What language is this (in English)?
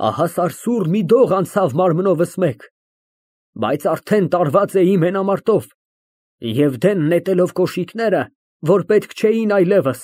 Armenian